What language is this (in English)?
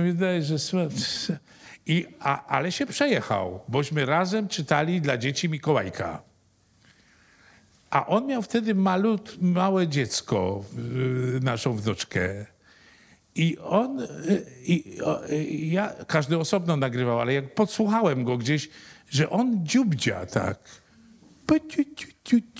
Polish